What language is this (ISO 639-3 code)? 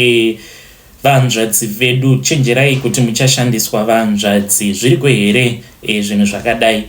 sna